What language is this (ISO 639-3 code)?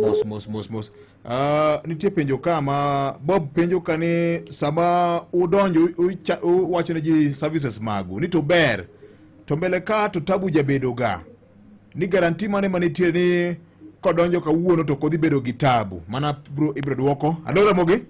luo